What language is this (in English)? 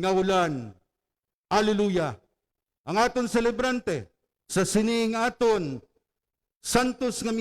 Hiligaynon